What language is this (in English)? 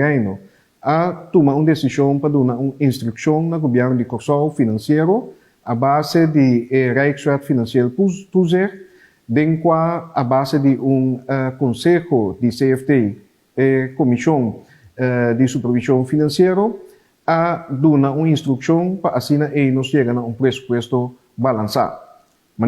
Papiamento